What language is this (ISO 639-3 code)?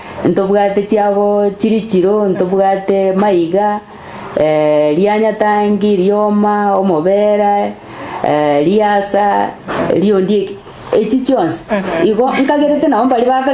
guz